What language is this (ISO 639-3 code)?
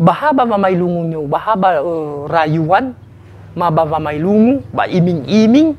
nia